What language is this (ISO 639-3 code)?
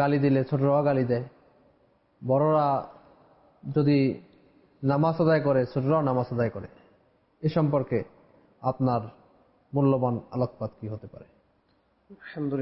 ben